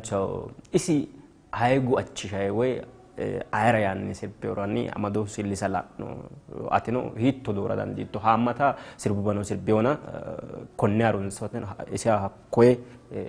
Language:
Sidamo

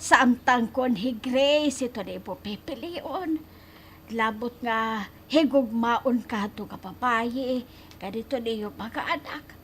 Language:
Waray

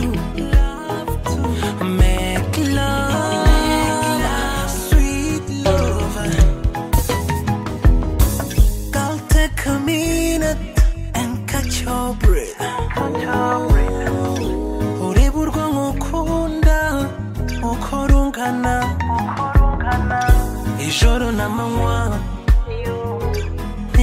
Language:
Kinyarwanda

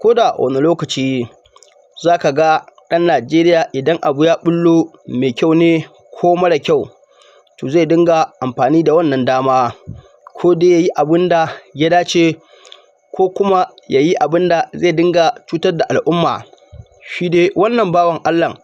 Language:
Hausa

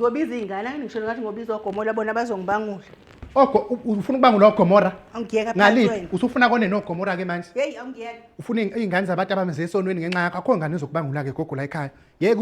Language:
Zulu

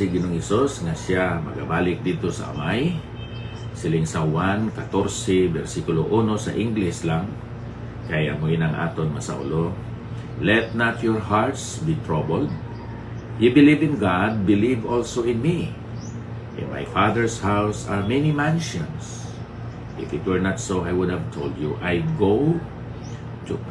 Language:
Hiligaynon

